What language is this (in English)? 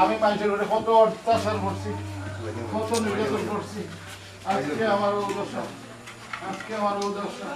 Sylheti